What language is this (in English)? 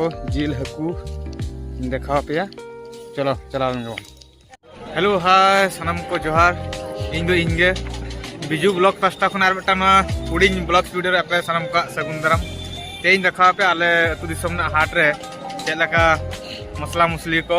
Santali